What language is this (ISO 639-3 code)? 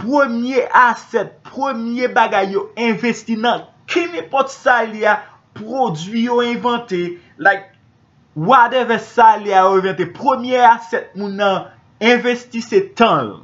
hat